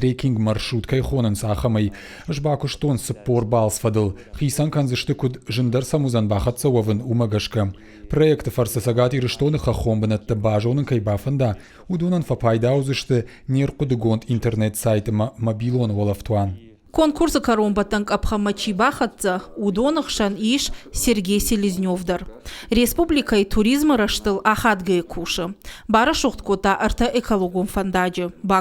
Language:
Ossetic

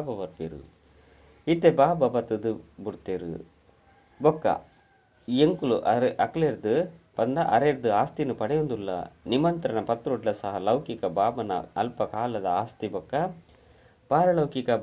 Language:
Tulu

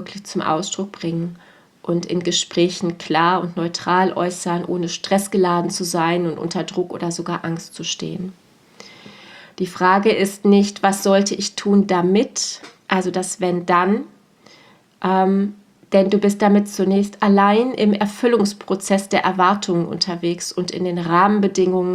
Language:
German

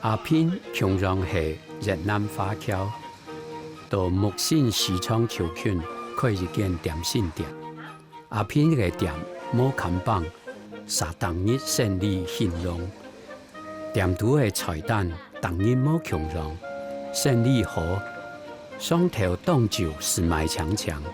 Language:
Hakka Chinese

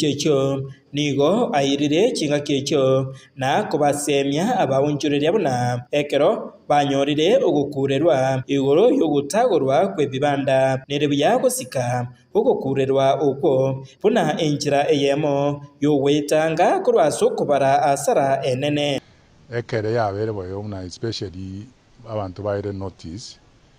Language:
Gusii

